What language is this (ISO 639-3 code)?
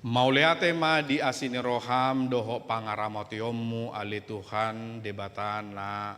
bbc